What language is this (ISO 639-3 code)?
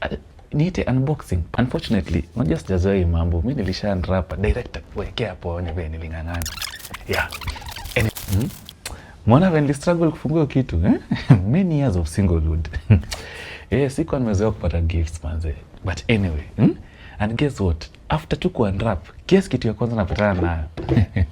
swa